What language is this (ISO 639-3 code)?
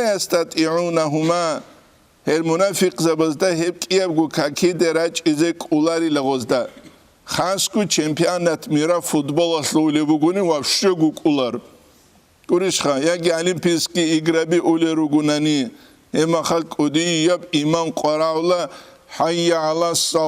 ava